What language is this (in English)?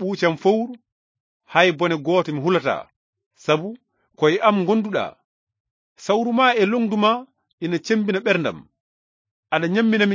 Fula